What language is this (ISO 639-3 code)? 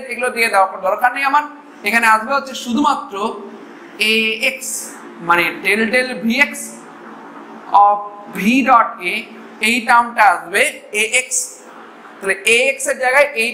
ben